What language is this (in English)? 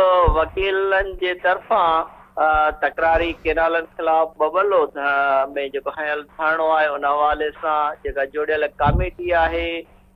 Sindhi